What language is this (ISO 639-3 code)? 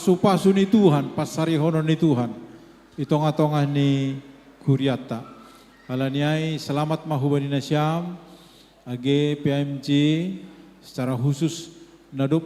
bts